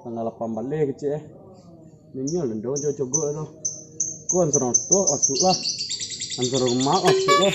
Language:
Minangkabau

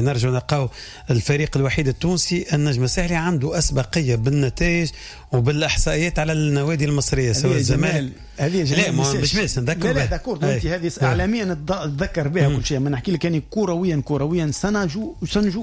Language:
Tunisian Arabic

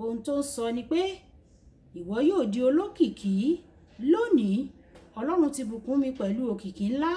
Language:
Yoruba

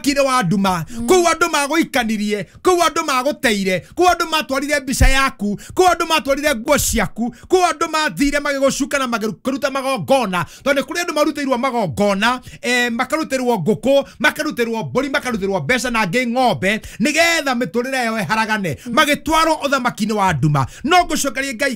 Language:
Kikuyu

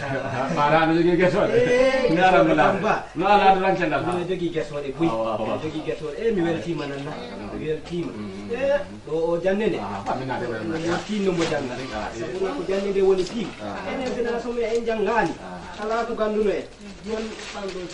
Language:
Fula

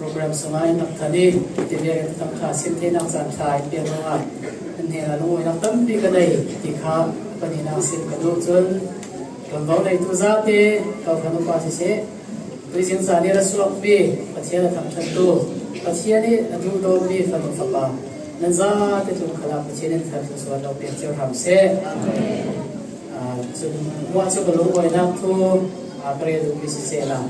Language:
Falam Chin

